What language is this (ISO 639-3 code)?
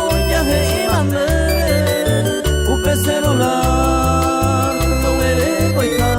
grn